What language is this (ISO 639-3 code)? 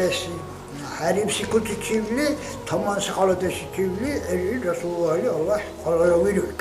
dar